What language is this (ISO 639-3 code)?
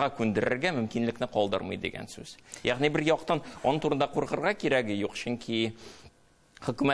tat